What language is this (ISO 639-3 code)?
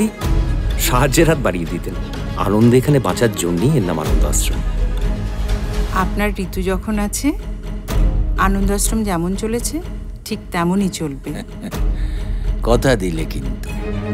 ben